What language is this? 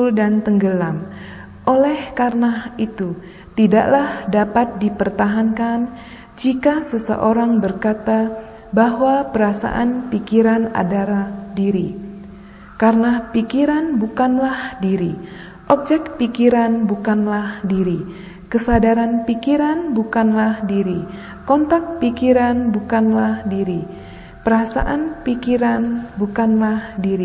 Indonesian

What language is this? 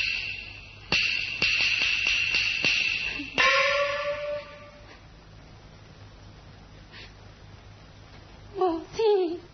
Wu Chinese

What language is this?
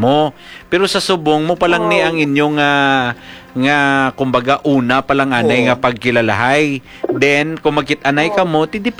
Hiligaynon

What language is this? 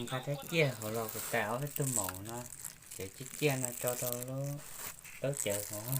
Hmong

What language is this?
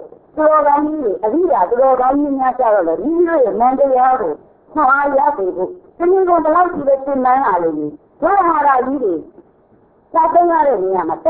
Burmese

